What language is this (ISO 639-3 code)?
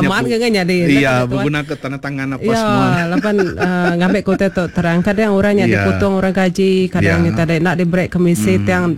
iba